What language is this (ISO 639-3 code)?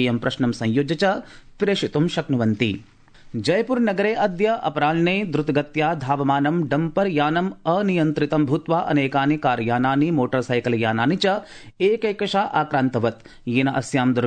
san